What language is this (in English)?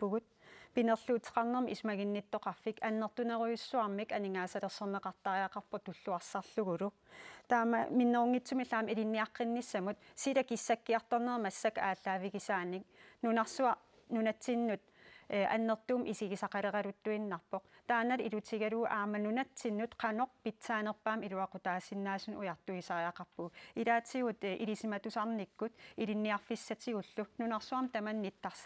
Kalaallisut